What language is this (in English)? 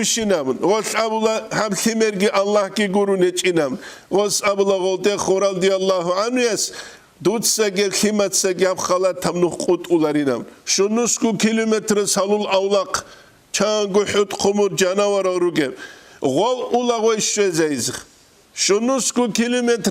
Avaric